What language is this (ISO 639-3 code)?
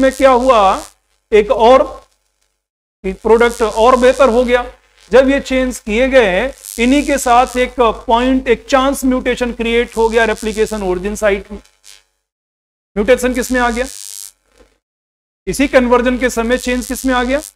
hin